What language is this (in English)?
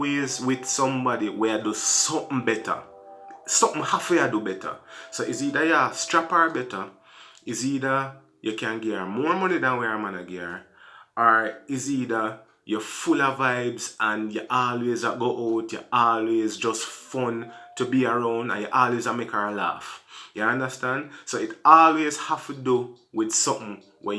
Jamaican Creole English